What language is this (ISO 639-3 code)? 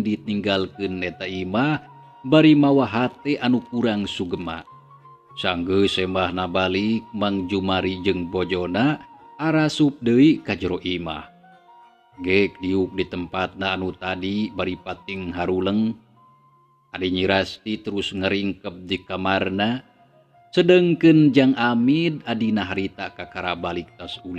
sun